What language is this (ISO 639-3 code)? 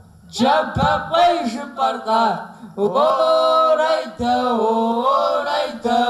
kbd